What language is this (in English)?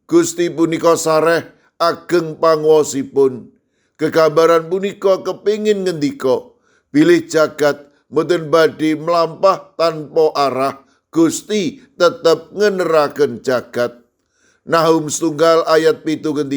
Javanese